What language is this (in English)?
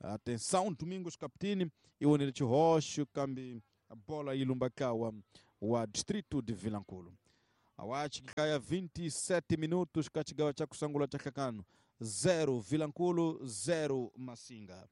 Tsonga